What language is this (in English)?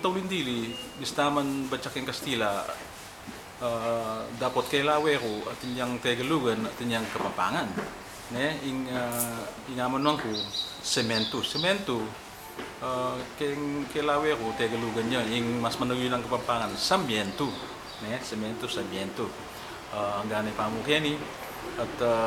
Pampanga